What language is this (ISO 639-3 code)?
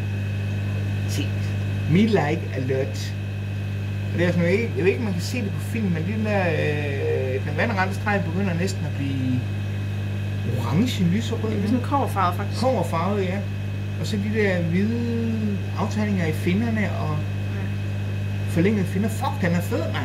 dan